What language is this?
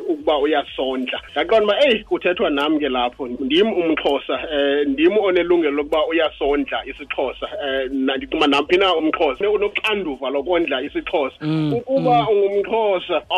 Xhosa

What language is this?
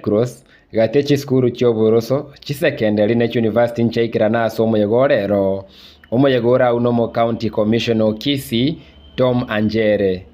Gusii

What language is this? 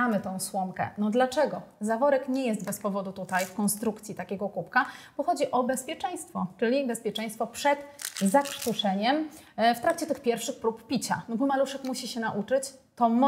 Polish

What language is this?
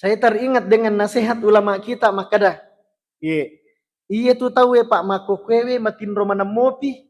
Buginese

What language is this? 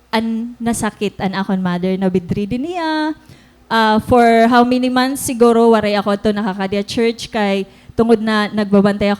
Waray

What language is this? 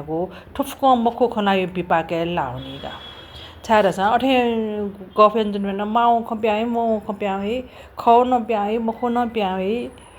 Newari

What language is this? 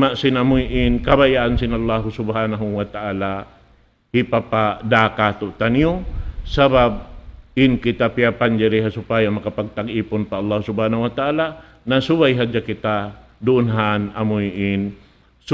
Tausug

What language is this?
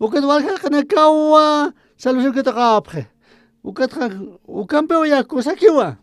Aymara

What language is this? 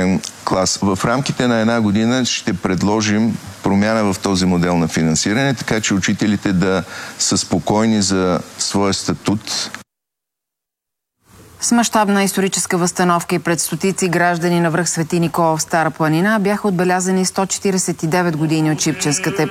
Bulgarian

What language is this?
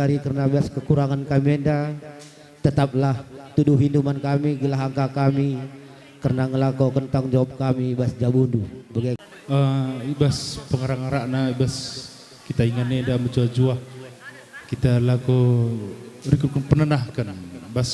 Batak Karo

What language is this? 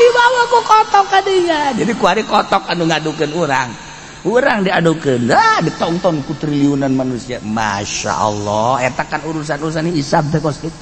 Sundanese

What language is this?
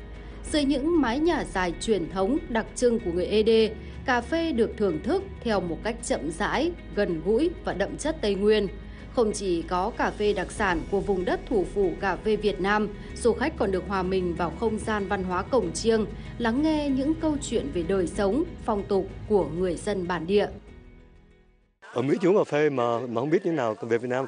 Vietnamese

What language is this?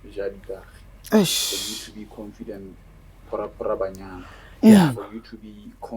Tswana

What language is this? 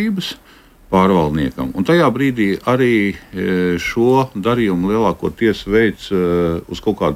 Latvian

